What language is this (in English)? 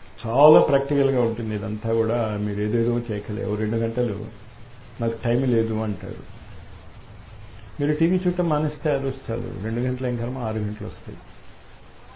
Telugu